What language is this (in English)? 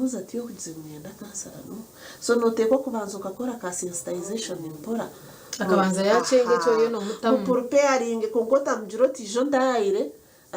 Nyankole